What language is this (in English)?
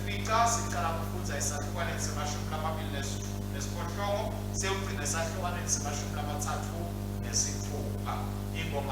Swati